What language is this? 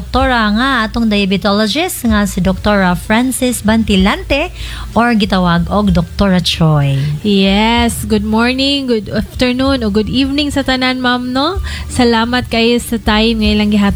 Cebuano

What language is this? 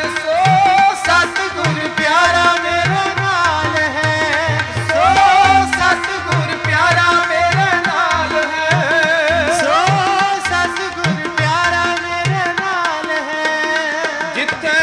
Punjabi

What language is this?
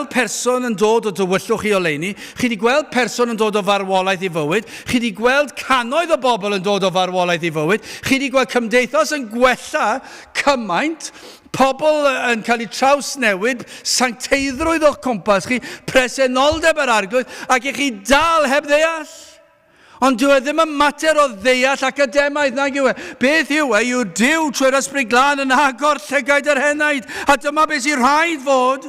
Welsh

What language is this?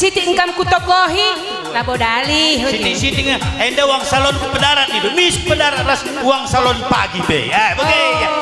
Batak Karo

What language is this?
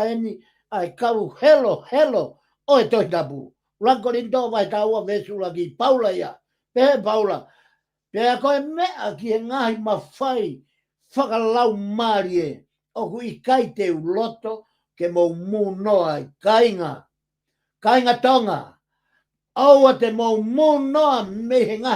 Tongan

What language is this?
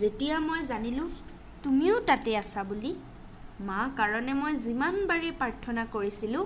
Assamese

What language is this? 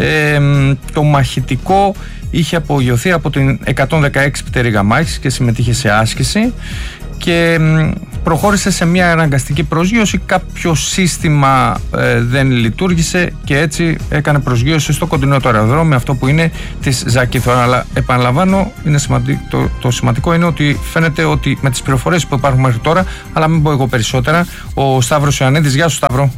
Greek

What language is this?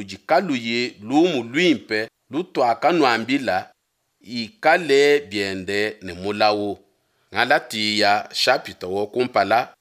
Luba-Lulua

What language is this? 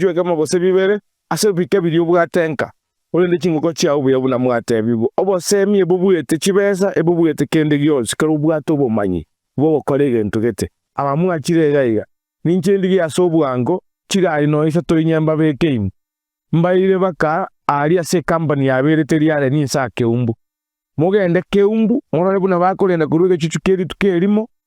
Gusii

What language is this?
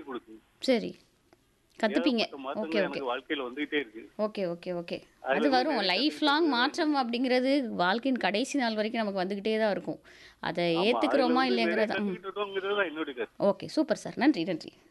Tamil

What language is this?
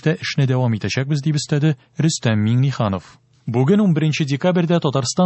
Tatar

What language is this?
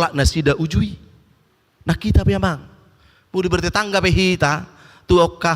Batak Toba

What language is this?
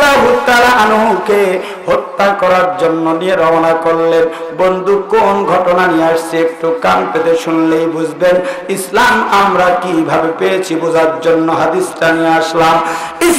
Bangla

